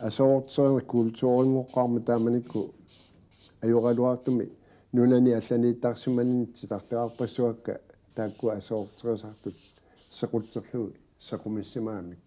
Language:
Kalaallisut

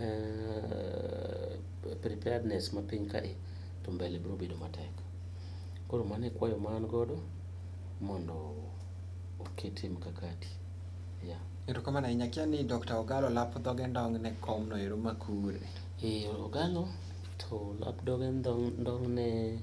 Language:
Luo (Kenya and Tanzania)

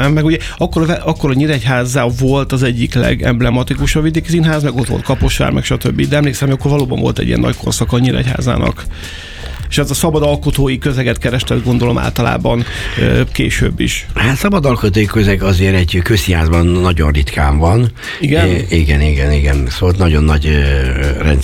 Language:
Hungarian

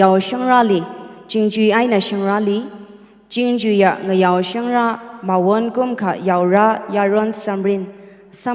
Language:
Tangkhul Naga (India)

